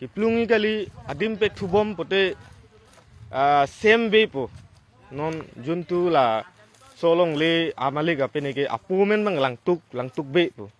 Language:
Karbi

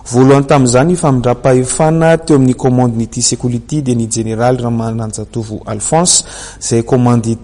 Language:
Malagasy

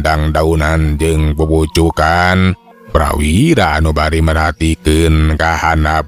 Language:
Sundanese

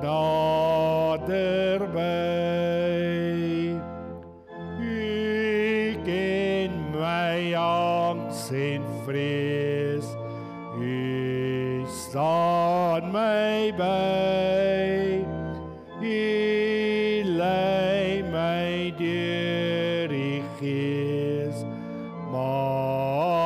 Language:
Afrikaans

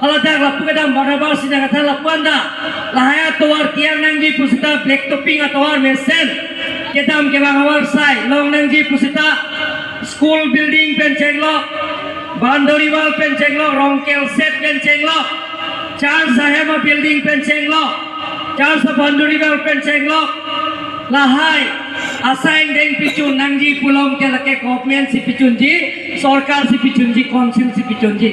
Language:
Karbi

